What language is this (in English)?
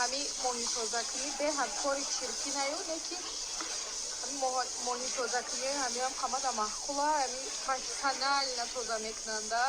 Tajik